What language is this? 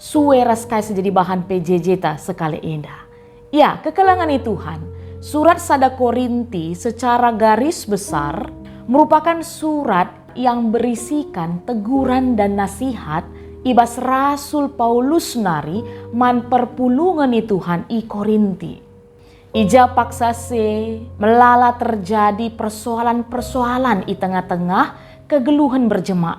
Batak Karo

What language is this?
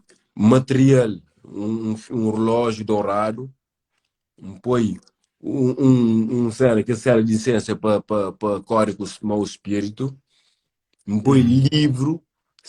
Kabuverdianu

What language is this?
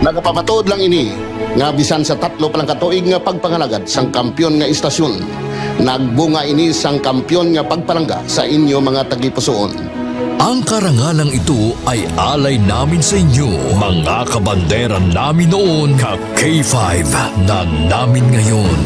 Hiligaynon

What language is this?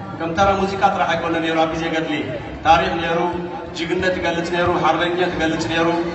Tigrinya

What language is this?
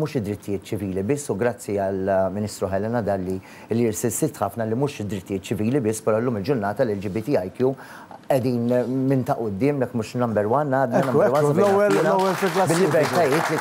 Maltese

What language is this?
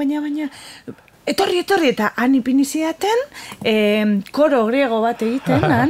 Basque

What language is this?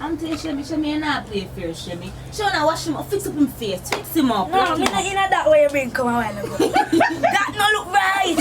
Jamaican Creole English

